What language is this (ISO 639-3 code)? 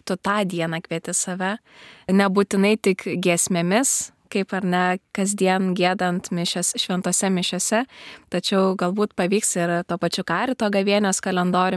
lit